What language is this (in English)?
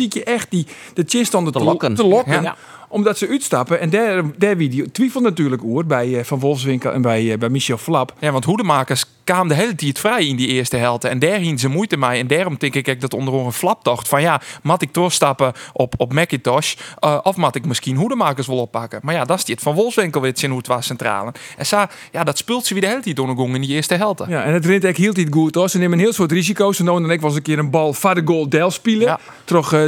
Western Frisian